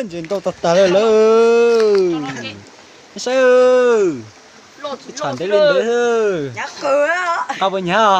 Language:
Hmong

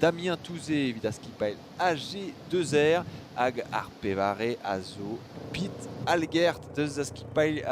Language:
Breton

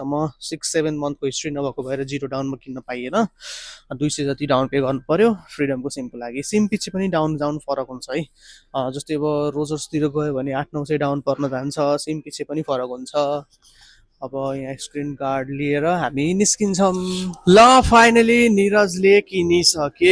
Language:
Nepali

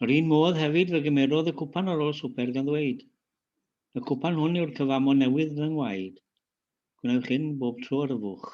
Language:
Welsh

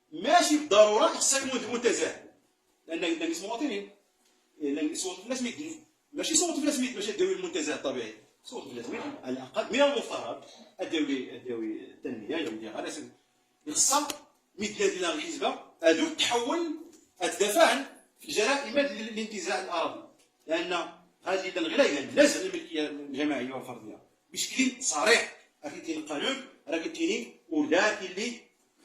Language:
Moroccan Arabic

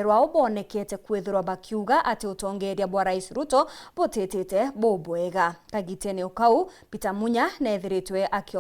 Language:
Meru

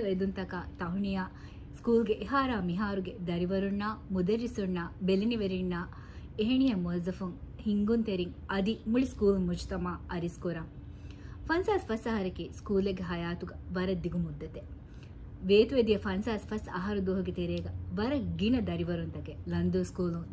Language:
Divehi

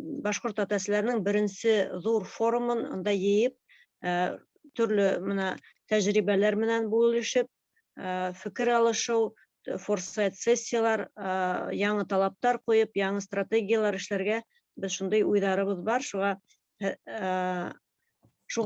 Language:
Bashkir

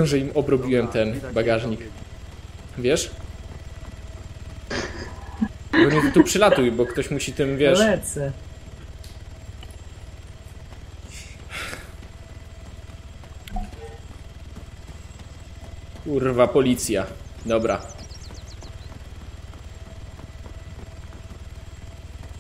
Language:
Polish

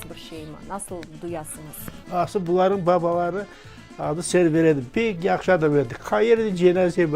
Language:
Crimean Tatar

